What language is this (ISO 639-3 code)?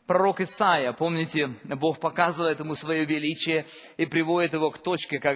rus